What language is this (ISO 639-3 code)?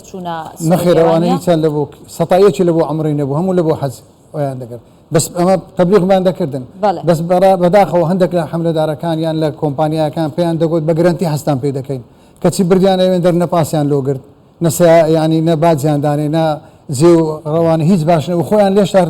ckb